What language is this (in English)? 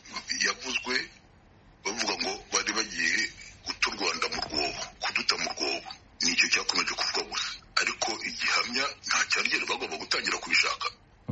Kinyarwanda